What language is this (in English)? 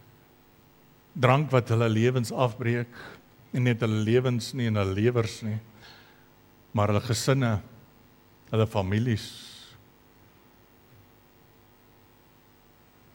Afrikaans